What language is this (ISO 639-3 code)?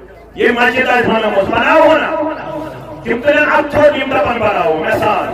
kas